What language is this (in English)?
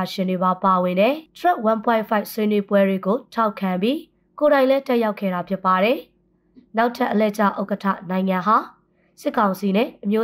Burmese